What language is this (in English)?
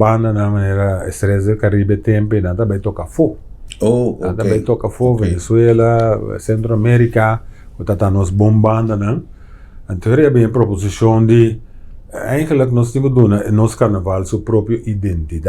Papiamento